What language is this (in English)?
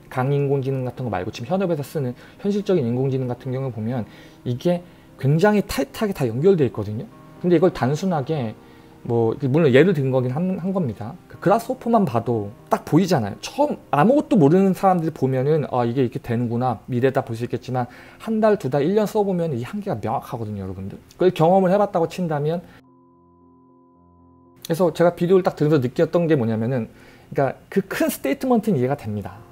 Korean